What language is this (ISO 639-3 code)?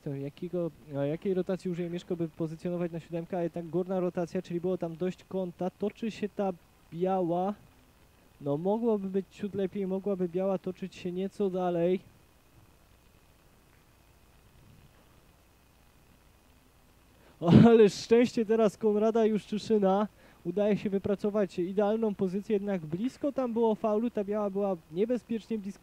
pol